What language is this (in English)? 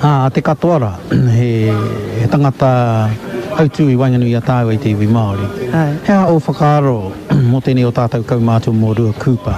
Māori